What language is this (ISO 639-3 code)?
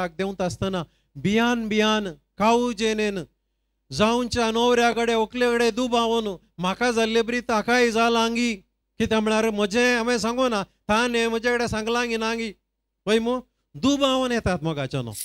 kok